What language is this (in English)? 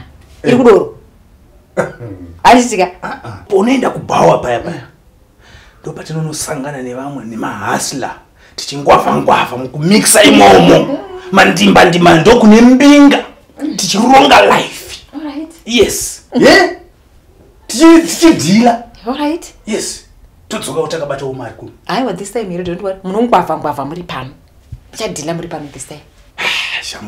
Shona